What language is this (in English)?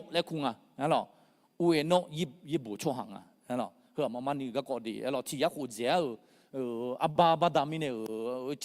Akha